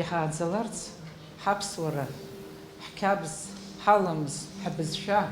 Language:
Abkhazian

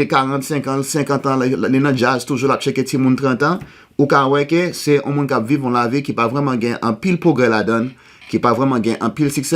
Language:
Haitian Creole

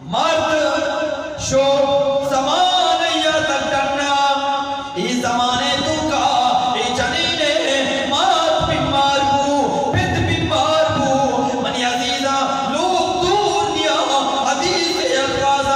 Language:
Eastern Balochi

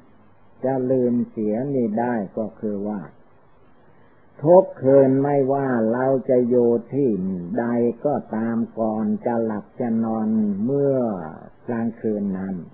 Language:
Thai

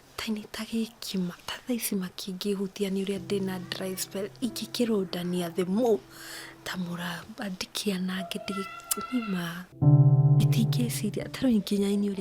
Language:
Kikuyu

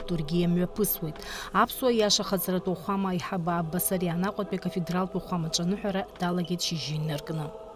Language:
Abkhazian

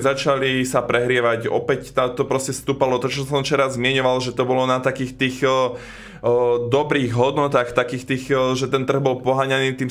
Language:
Slovak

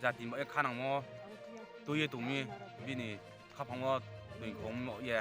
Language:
Riang (India)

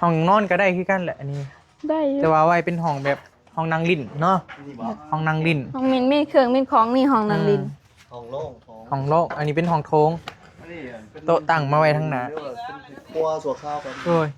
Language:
Northeastern Thai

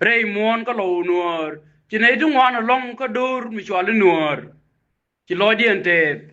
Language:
Nuer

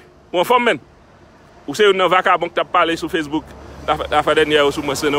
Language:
Haitian Creole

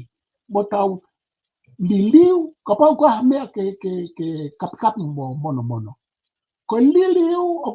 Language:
Tongan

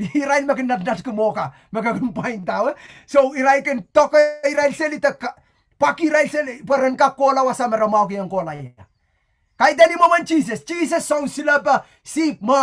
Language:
Pohnpeian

